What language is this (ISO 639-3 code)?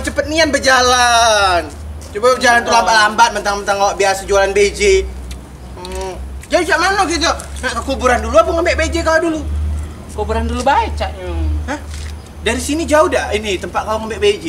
mui